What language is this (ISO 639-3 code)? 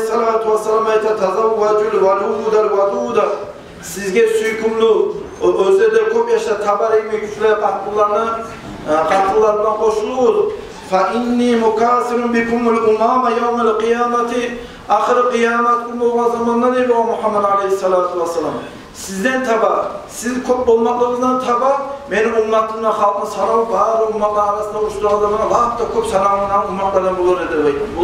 kum